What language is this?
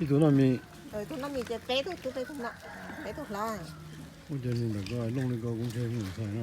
Hmong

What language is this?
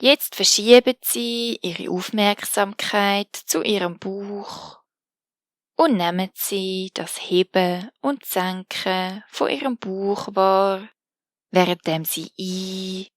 Swiss German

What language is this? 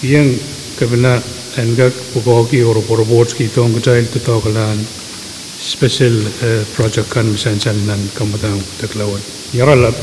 Pohnpeian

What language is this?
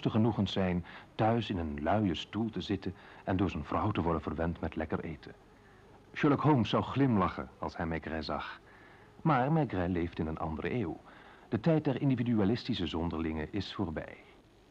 Dutch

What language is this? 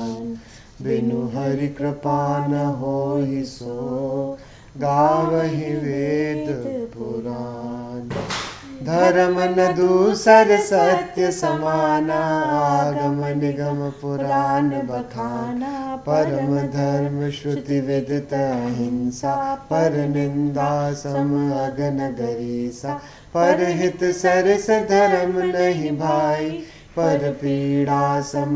Sanskrit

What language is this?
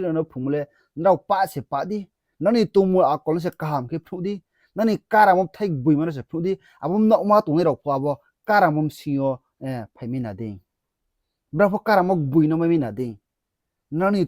Riang (India)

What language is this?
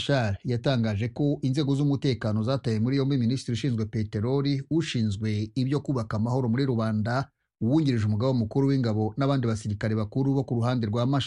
Kinyarwanda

